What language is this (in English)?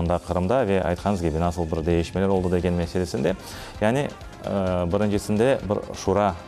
Crimean Tatar